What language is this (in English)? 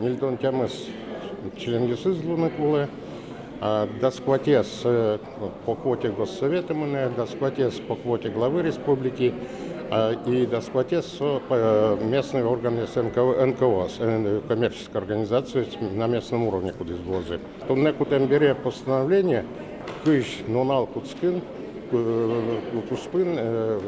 Udmurt